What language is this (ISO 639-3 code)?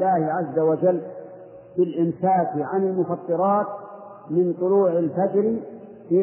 ara